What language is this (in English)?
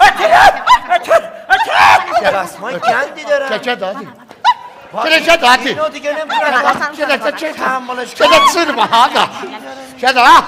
South Azerbaijani